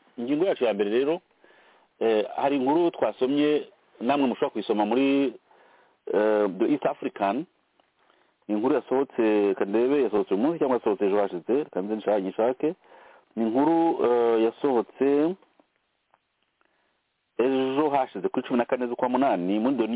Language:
Kinyarwanda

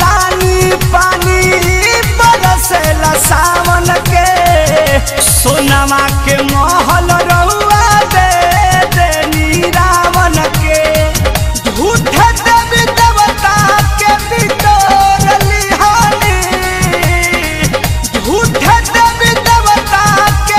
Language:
Bhojpuri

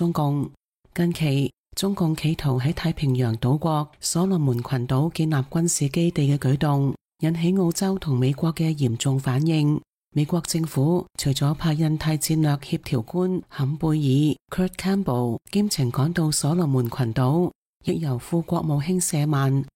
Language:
Cantonese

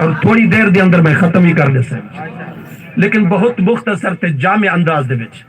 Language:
Saraiki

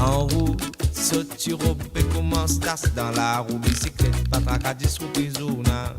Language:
Morisyen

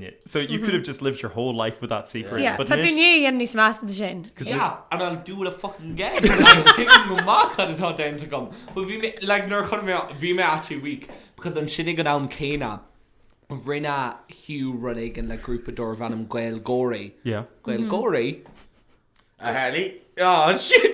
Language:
Irish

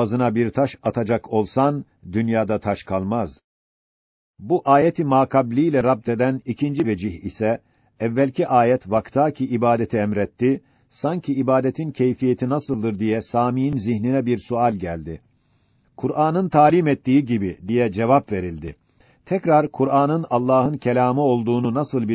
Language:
Turkish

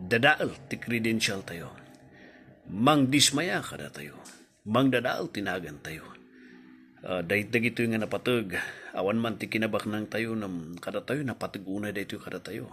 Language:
Iloko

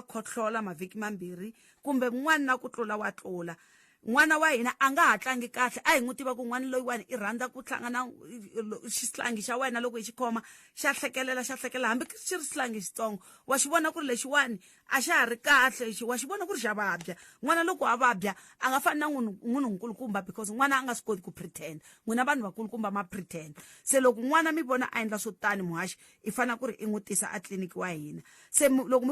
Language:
Tsonga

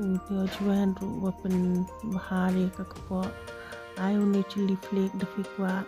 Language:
Khasi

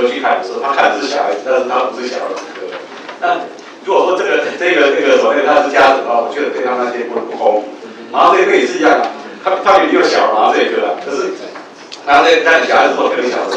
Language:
Chinese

